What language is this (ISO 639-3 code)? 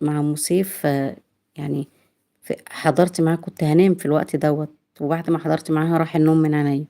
arz